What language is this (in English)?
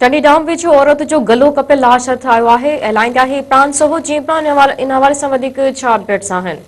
Sindhi